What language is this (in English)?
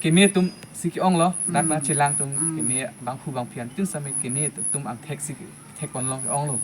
Karbi